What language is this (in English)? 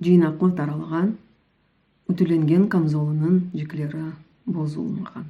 Crimean Tatar